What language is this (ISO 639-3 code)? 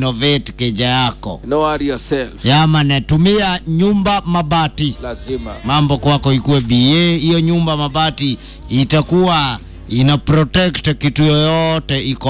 swa